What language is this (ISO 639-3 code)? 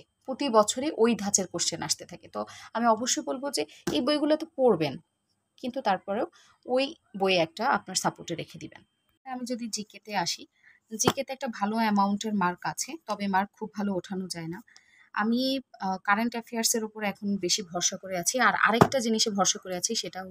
ben